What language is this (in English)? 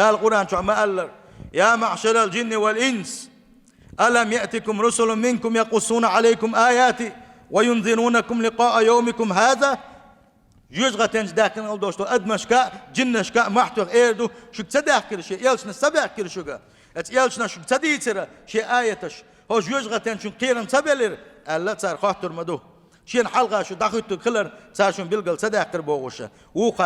Chechen